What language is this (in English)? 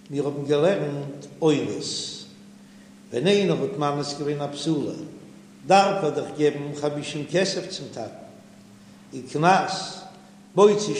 Yiddish